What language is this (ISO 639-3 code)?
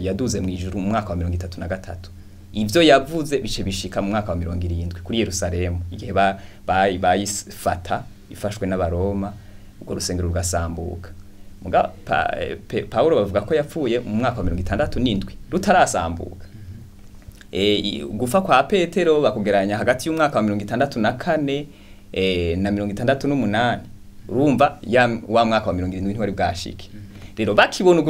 run